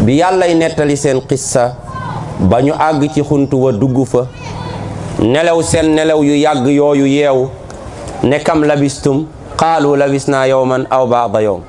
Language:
Wolof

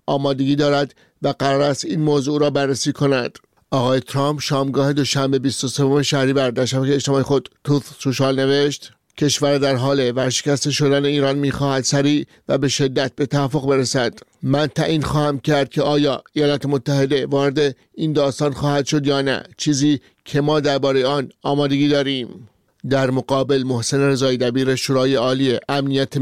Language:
Persian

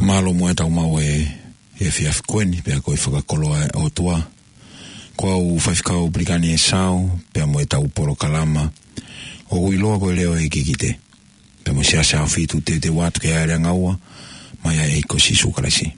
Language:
Tongan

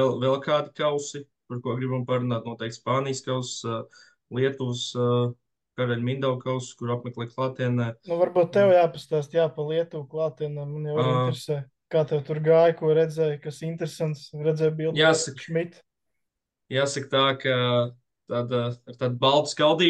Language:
Latvian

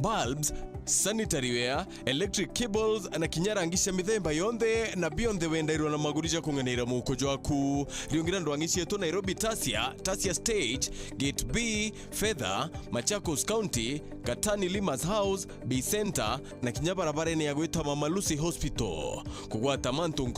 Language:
Meru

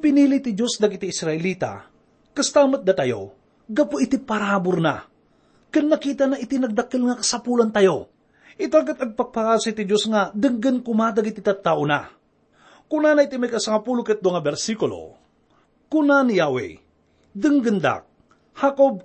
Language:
Iloko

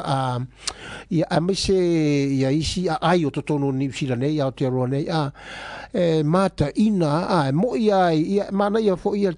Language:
Samoan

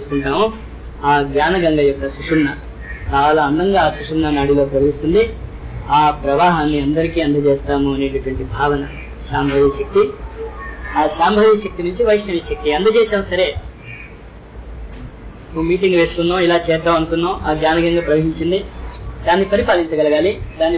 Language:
Telugu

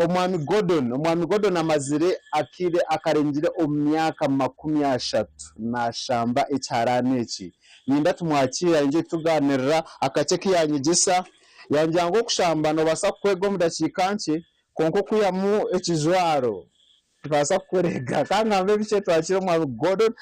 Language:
Nyankole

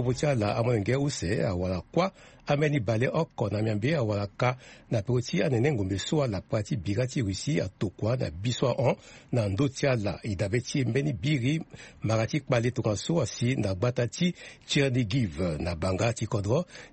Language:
Sango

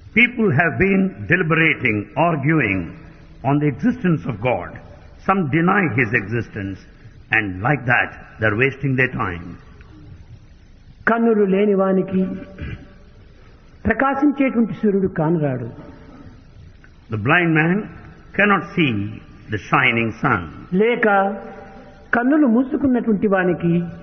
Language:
Telugu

